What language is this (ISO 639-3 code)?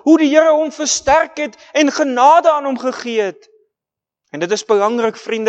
afr